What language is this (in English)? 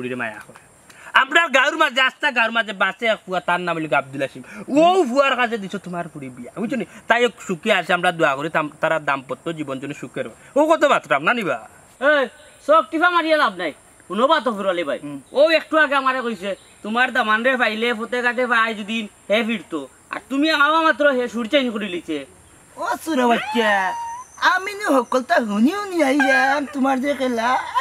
Sylheti